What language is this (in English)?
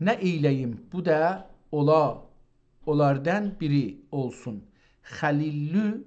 South Azerbaijani